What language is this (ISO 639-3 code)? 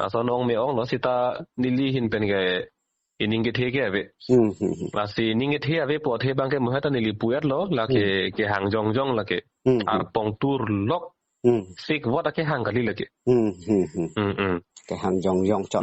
mjw